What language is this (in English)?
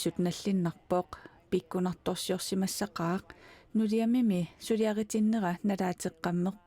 Kalaallisut